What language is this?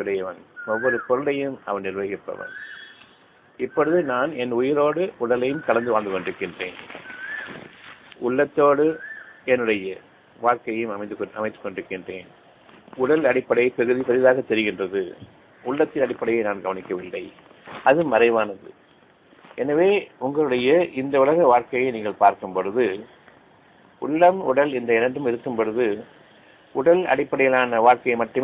Tamil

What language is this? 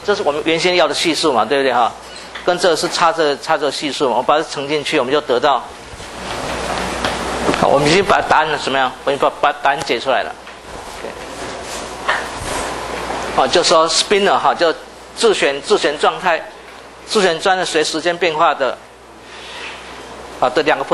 Chinese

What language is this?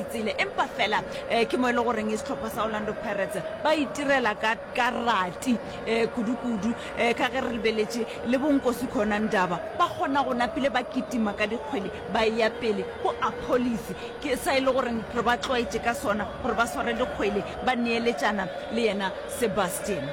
Northern Sotho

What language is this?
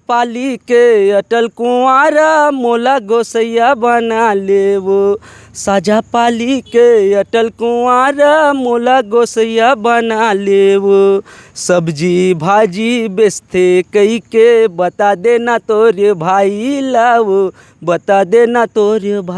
Chhattisgarhi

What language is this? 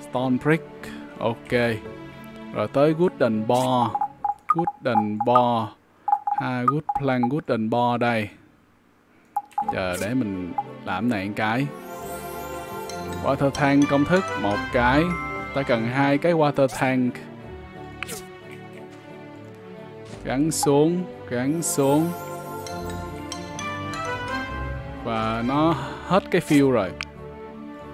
Vietnamese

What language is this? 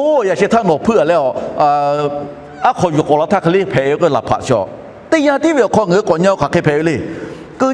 Lahu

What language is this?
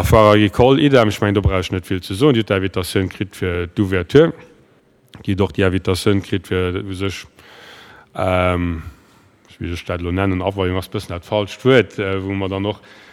Luxembourgish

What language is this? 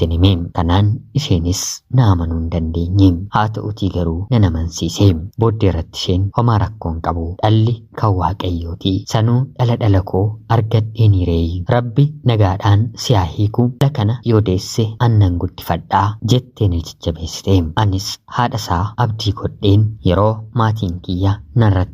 Oromo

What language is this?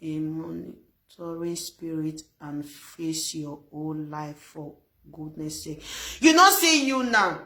Nigerian Pidgin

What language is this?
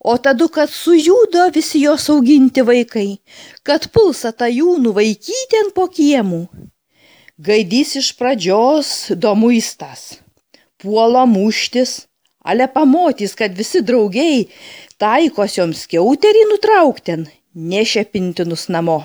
Lithuanian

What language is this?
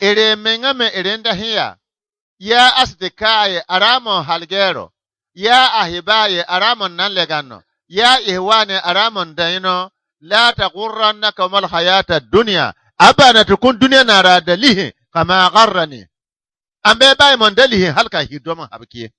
Bissa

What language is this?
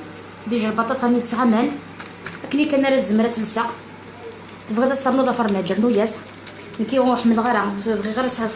Algerian Arabic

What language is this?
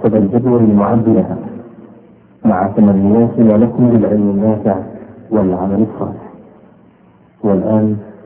Arabic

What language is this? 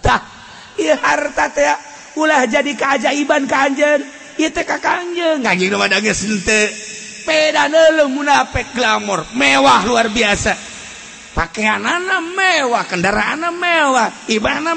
Sundanese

